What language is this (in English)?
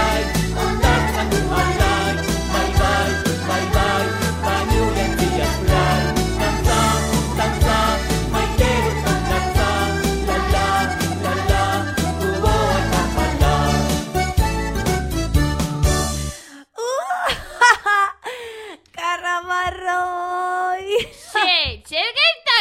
Basque